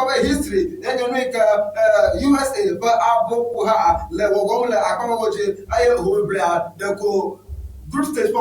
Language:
Ewe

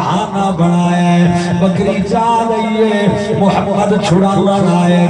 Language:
Saraiki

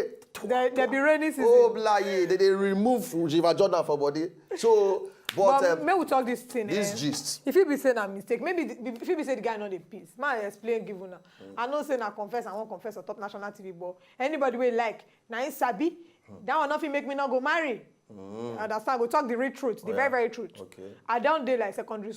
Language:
Nigerian Pidgin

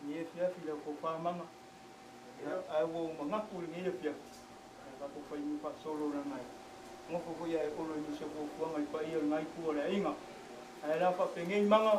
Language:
Samoan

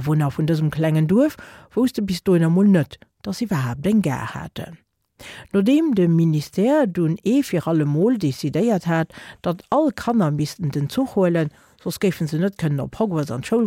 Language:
Luxembourgish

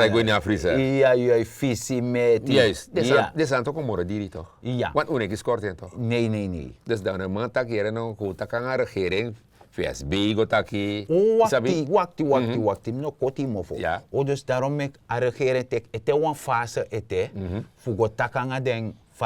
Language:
Sranan Tongo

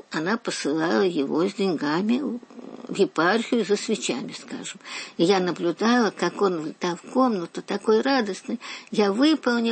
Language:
Russian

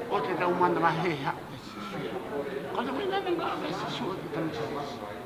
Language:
Tongan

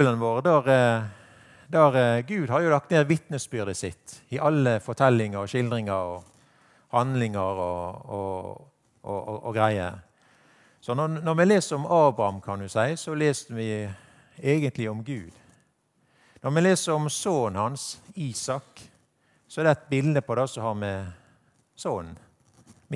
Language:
Norwegian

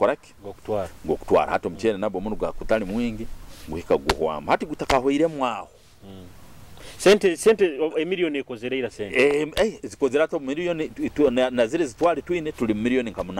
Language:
Nyoro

